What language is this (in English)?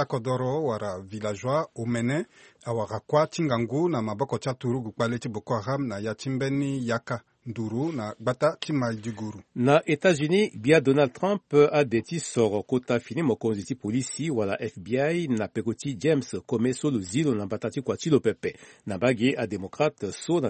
Sango